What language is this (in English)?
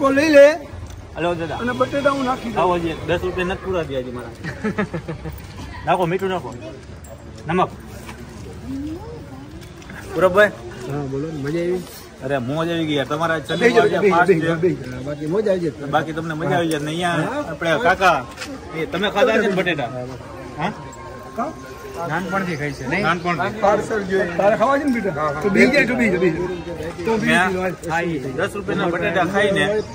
Gujarati